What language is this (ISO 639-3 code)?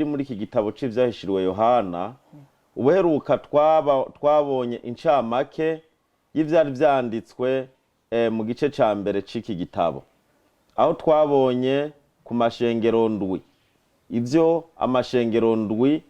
run